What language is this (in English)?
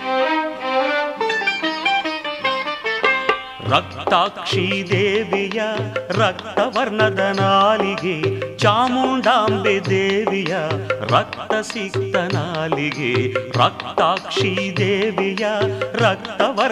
Kannada